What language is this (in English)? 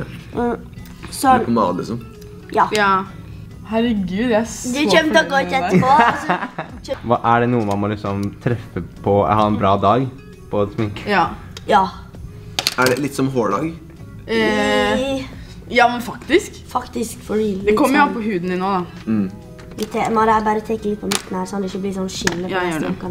Norwegian